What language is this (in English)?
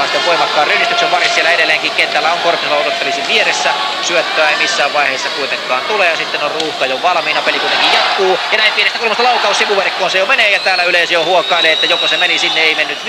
Finnish